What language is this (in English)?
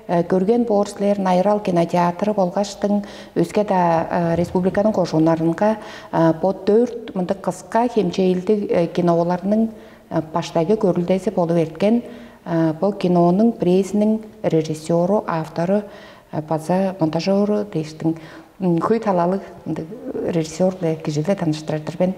Tuvinian